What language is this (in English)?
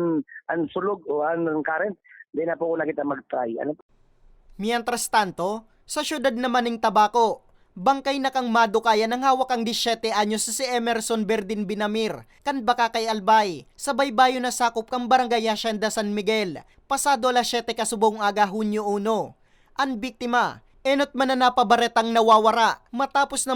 Bikol